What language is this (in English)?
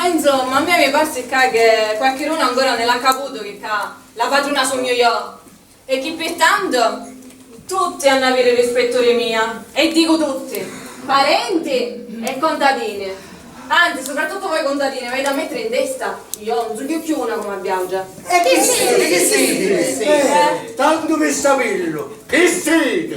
Sicilian